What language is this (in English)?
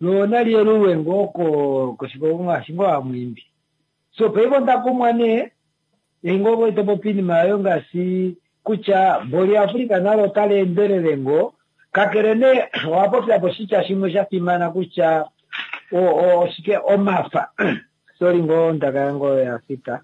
Kuanyama